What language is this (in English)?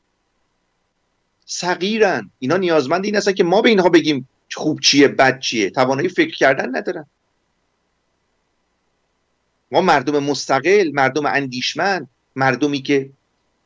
Persian